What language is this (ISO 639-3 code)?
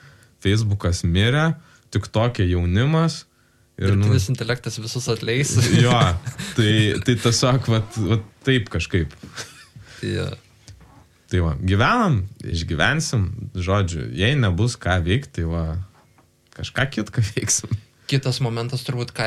lit